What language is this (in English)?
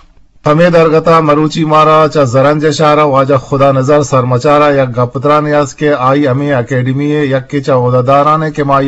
Eastern Balochi